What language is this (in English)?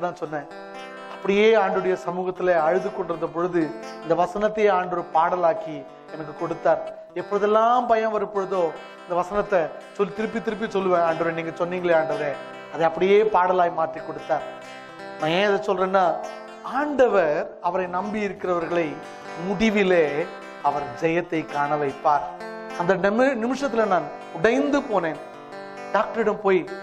Tamil